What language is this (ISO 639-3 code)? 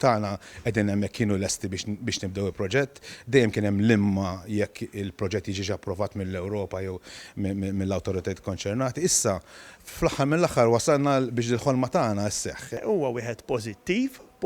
mlt